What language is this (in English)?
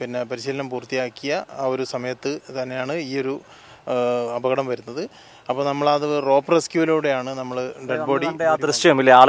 Malayalam